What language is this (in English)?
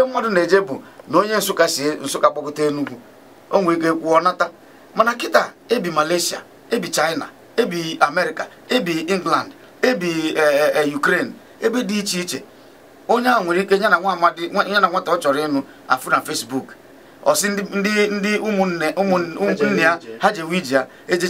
Igbo